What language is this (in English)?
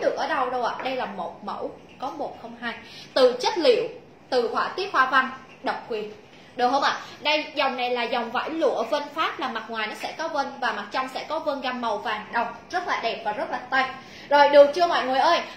Vietnamese